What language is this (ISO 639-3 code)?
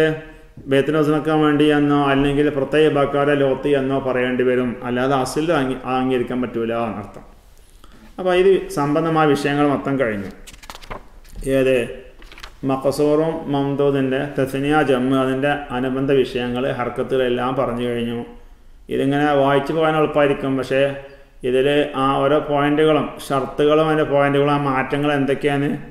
mal